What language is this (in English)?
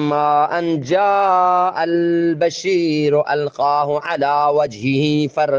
Eastern Balochi